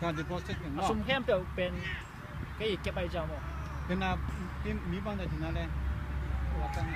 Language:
Tedim Chin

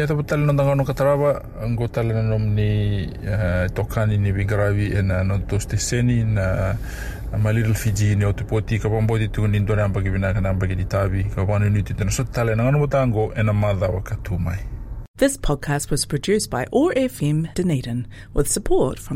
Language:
Fijian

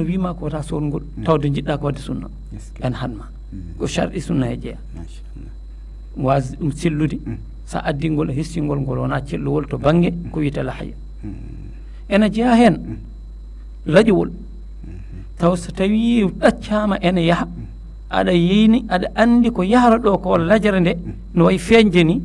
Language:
Fula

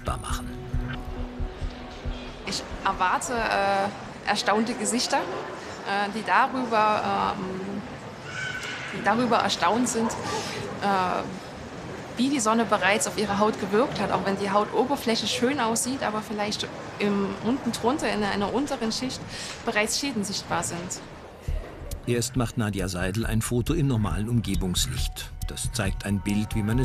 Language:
German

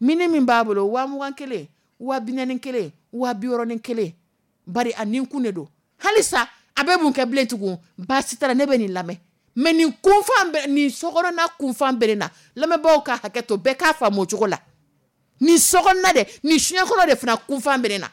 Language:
Dyula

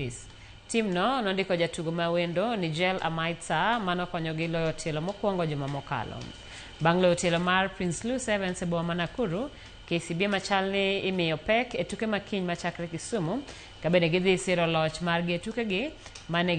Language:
Luo (Kenya and Tanzania)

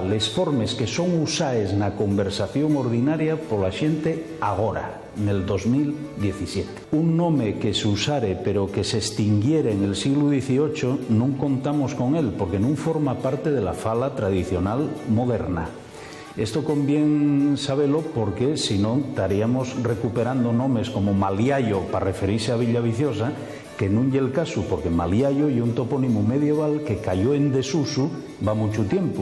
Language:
Asturian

